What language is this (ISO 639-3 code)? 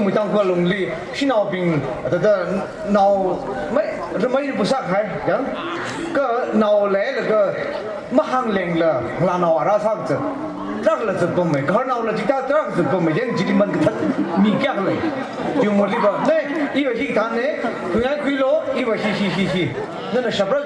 nmf